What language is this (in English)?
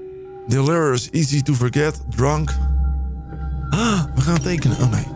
Dutch